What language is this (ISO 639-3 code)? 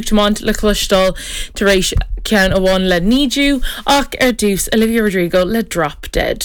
gle